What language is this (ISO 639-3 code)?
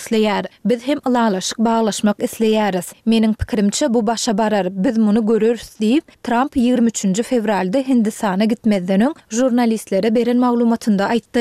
tuk